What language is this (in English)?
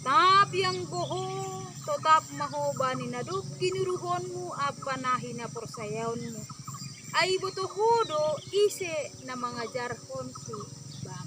Batak Simalungun